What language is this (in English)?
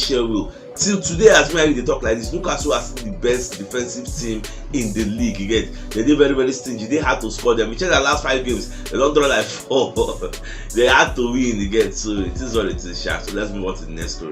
Nigerian Pidgin